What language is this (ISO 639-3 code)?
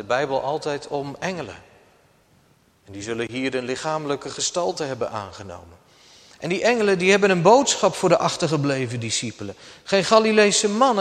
nld